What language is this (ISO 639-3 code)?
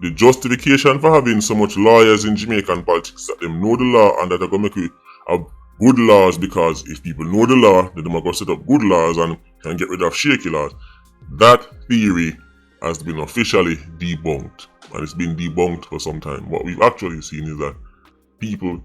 jam